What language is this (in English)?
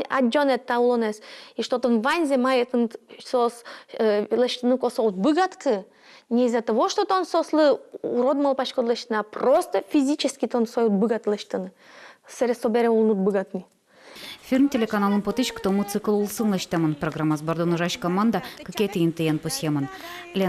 Udmurt